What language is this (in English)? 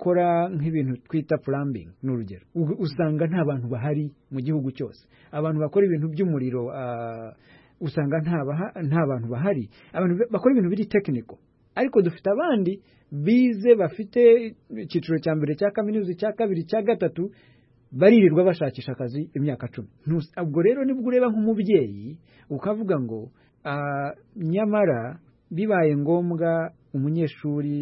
Kinyarwanda